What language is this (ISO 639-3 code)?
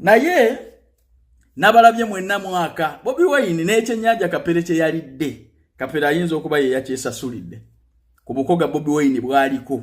lug